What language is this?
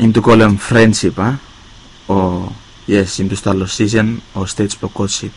Bislama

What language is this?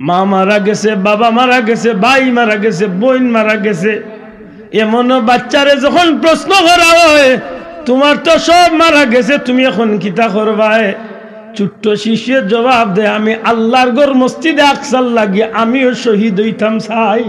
Sylheti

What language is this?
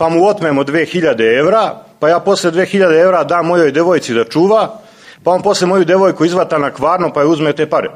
Serbian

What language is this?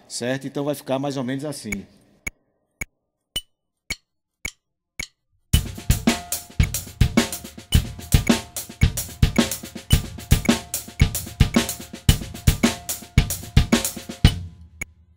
Portuguese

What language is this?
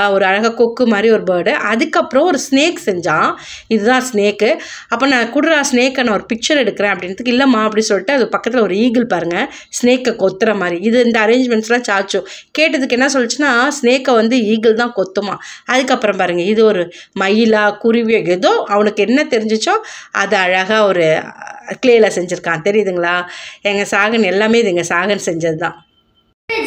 Tamil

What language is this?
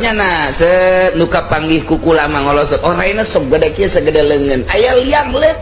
Sundanese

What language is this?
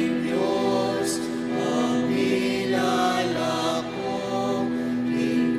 Pampanga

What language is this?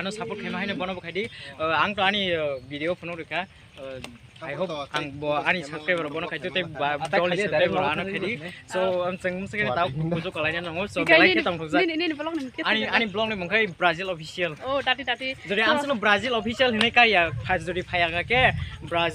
Kok Borok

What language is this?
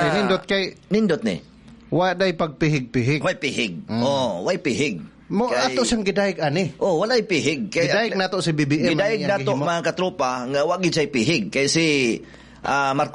Cebuano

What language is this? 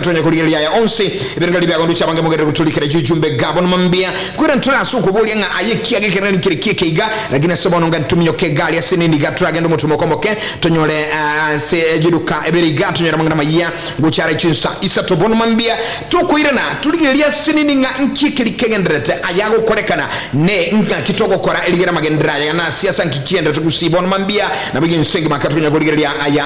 Gusii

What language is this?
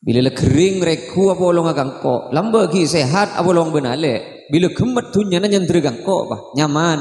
Madurese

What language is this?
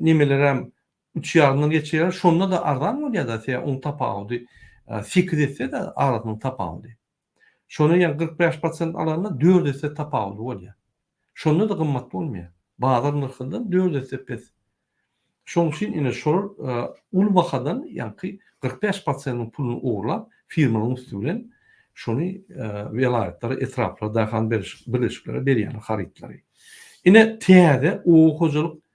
Turkmen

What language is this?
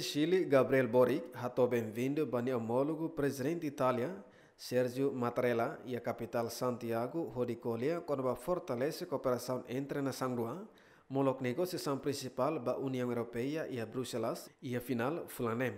Tetum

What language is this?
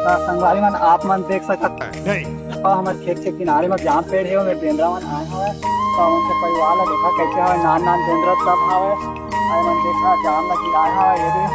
Chhattisgarhi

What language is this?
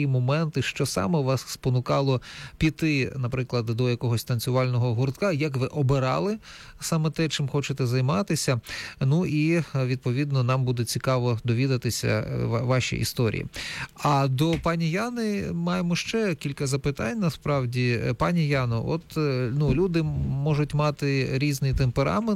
Ukrainian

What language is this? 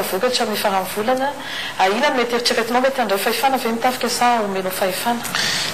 Malagasy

